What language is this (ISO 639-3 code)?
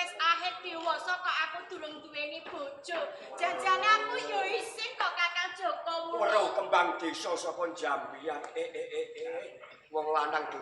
jav